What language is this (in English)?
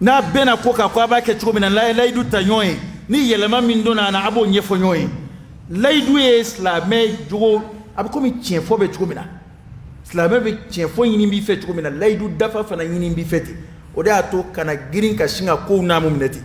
Dyula